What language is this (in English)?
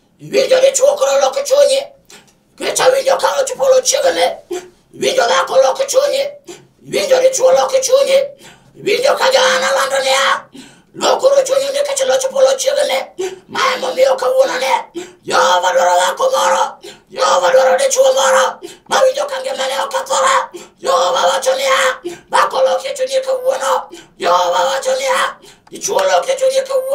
Luo (Kenya and Tanzania)